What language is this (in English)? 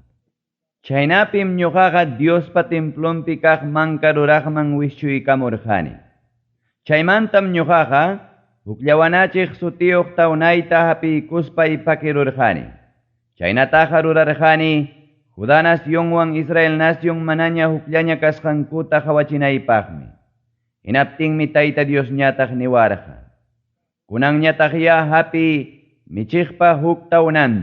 Ayacucho Quechua